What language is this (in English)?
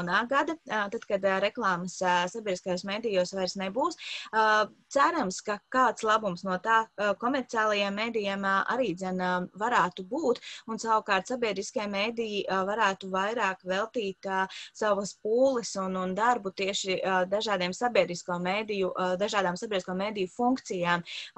Latvian